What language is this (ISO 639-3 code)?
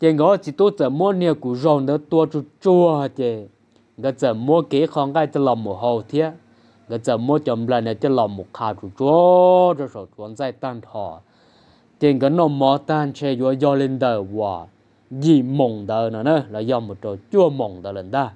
hmn